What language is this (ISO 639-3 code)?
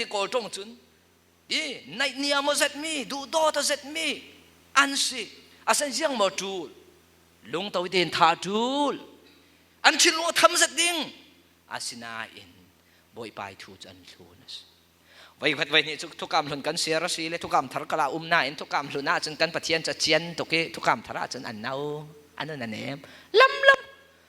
cfm